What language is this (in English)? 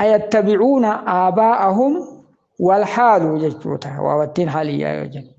Oromo